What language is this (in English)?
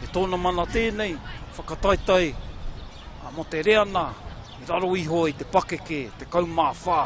Māori